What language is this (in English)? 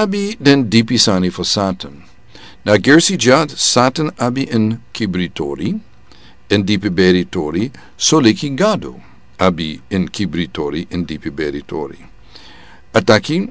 Sranan Tongo